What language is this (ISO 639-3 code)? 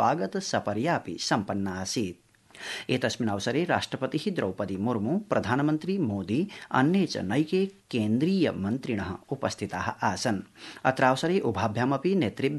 san